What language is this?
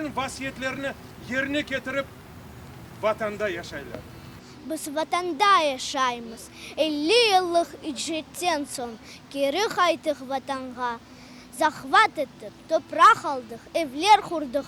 Crimean Tatar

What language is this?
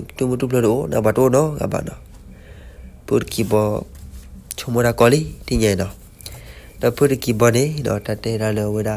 S'gaw Karen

